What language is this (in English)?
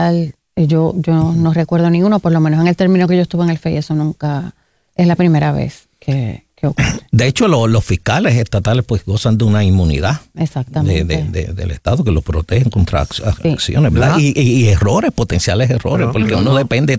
Spanish